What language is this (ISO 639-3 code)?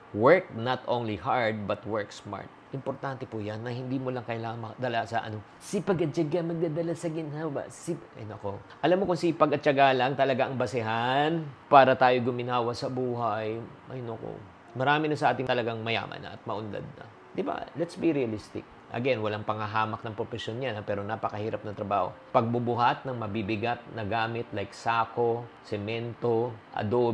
fil